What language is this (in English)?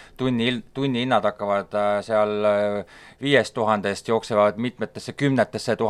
Estonian